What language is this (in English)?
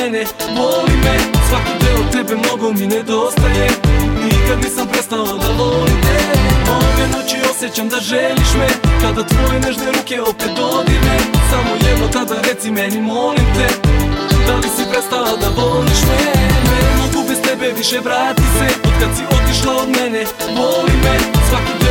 Serbian